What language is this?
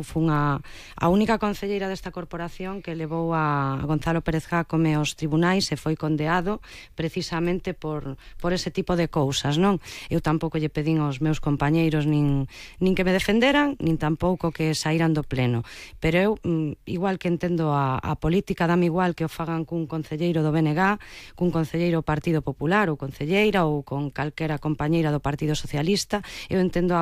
Galician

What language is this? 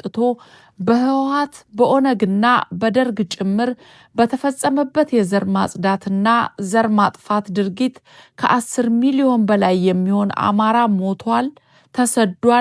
Amharic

